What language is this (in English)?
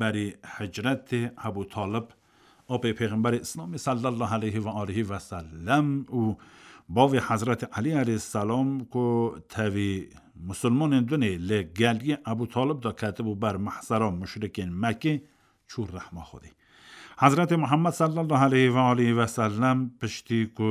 Kurdish